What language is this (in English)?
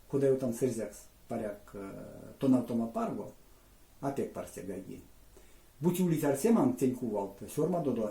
Erzya